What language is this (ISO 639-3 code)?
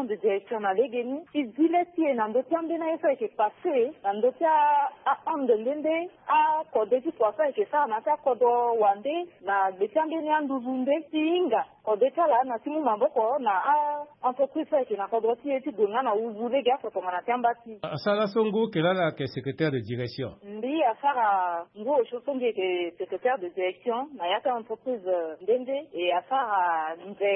sag